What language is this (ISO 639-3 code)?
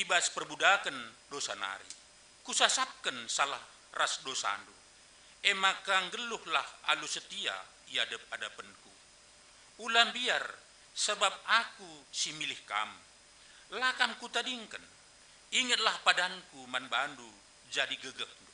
btx